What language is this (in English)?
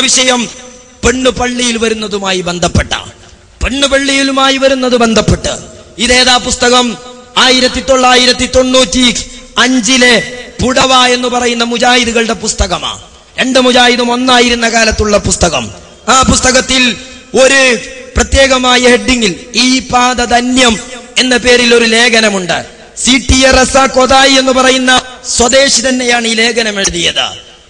Malayalam